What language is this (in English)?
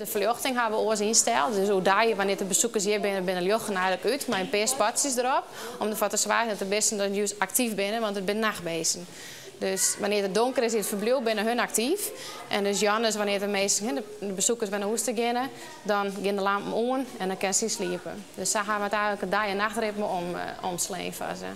Western Frisian